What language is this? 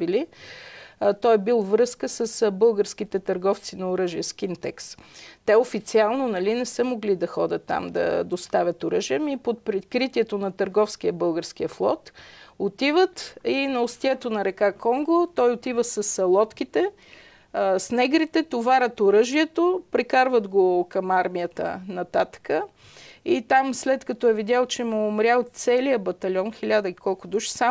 Bulgarian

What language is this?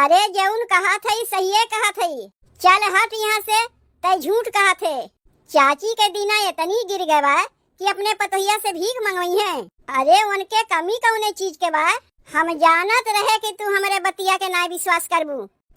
Awadhi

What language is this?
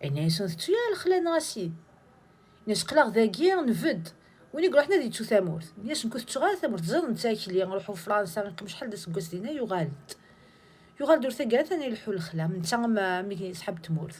Kabyle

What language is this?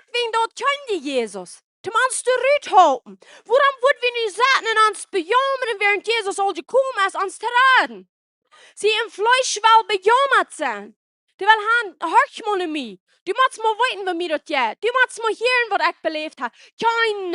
Plautdietsch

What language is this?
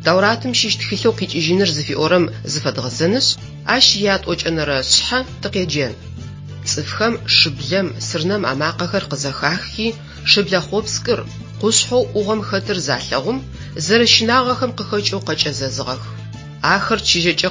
Adyghe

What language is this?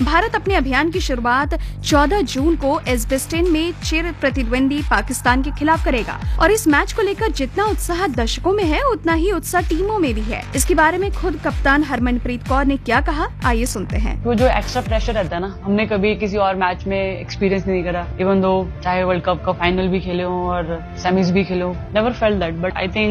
Hindi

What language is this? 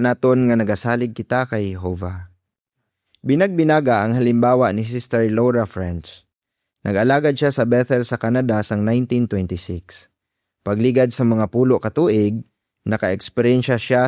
Hiligaynon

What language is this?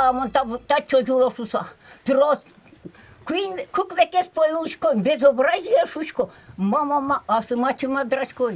Udmurt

